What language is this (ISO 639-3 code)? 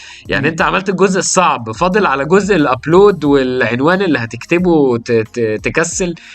arz